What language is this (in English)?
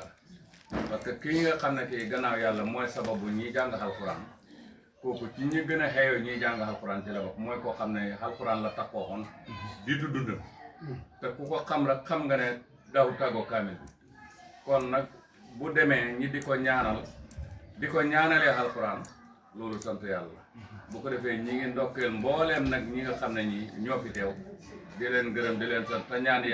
Wolof